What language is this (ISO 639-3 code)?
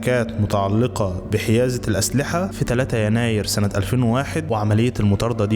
arz